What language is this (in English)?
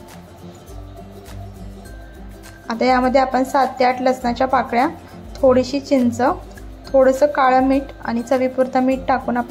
Marathi